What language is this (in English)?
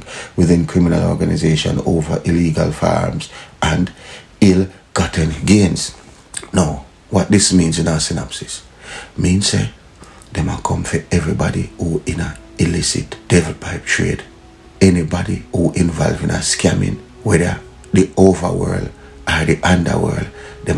Jamaican Creole English